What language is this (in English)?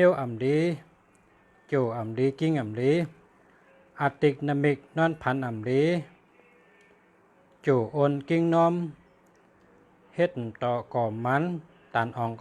Shan